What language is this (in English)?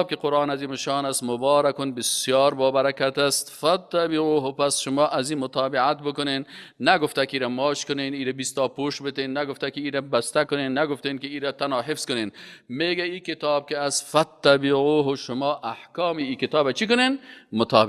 Persian